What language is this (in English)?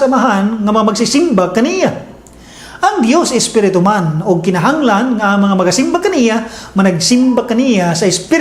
Cebuano